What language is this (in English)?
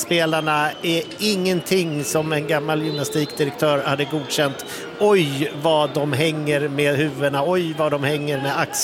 Swedish